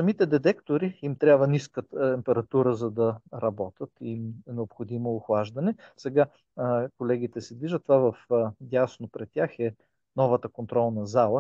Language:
Bulgarian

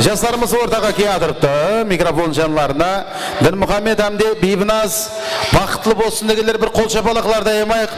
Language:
Kara-Kalpak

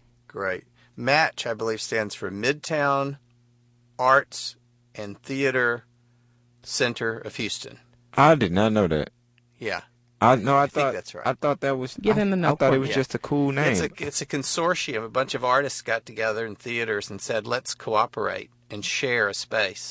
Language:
English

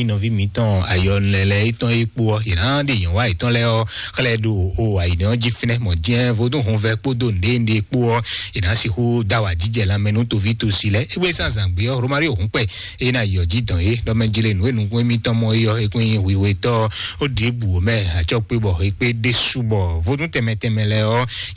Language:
Fon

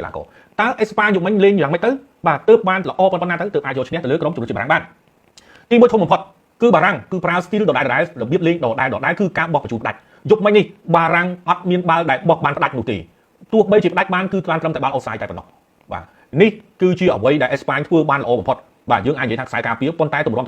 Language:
Khmer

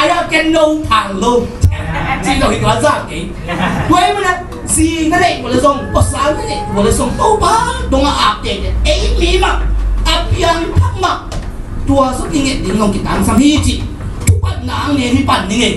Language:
Tedim Chin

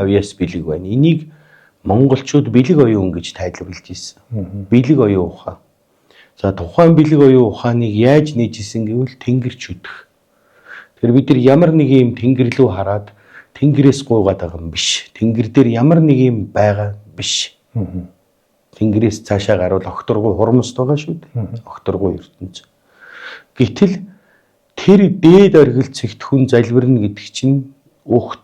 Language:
Mongolian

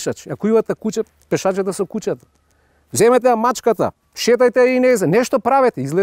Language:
Macedonian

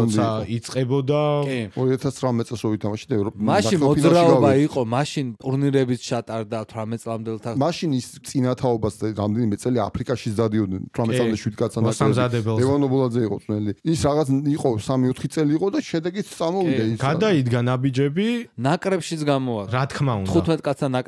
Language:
Georgian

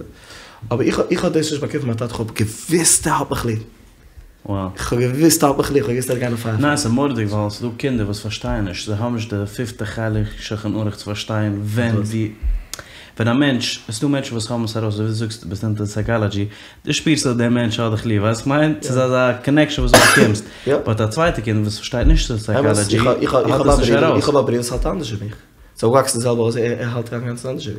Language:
Yiddish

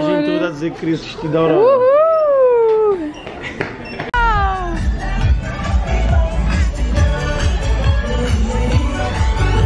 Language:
Portuguese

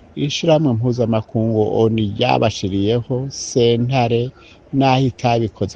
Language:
Rundi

